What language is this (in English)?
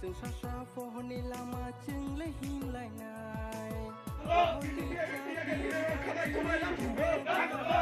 Kok Borok